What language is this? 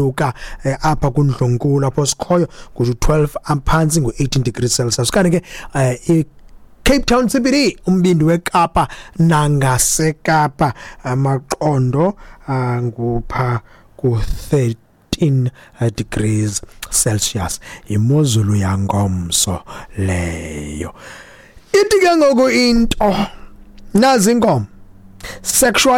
Xhosa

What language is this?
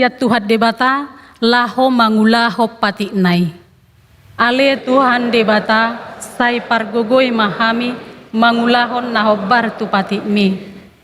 Batak Toba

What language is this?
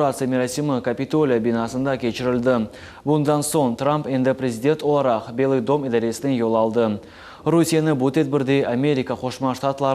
Crimean Tatar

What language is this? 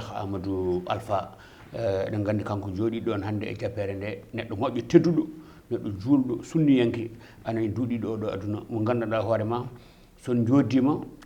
Fula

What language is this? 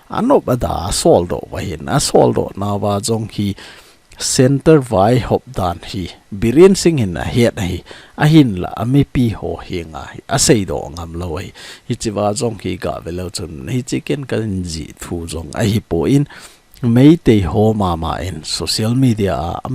Thado Chin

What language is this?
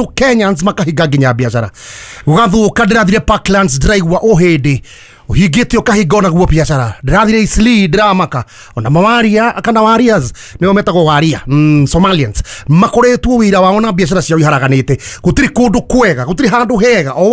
Kikuyu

